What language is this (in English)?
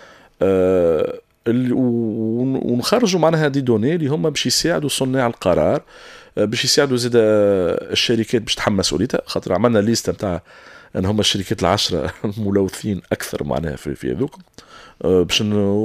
Tunisian Arabic